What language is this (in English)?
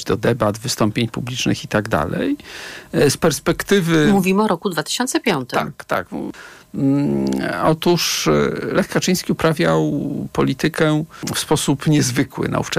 Polish